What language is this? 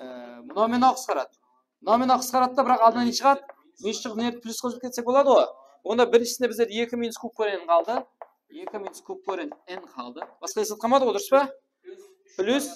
Kara-Kalpak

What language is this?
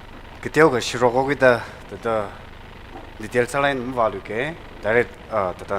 Tangkhul Naga (India)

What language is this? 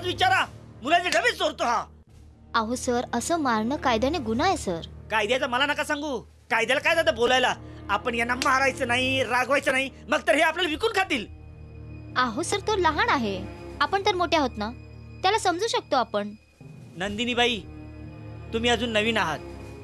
Marathi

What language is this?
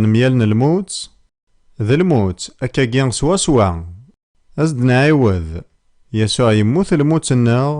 Kabyle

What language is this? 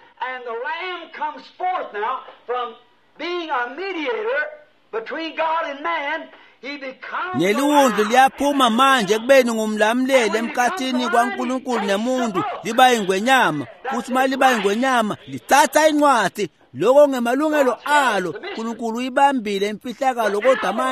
Swati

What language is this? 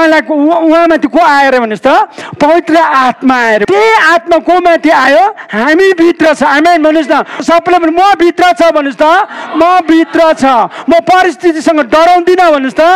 Nepali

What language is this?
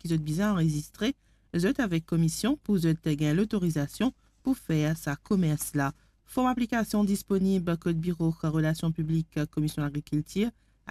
Morisyen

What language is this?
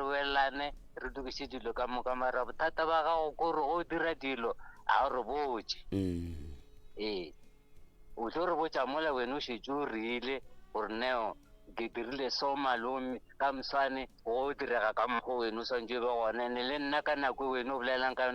Northern Sotho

